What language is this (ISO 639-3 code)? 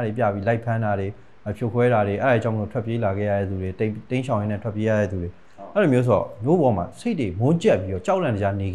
mya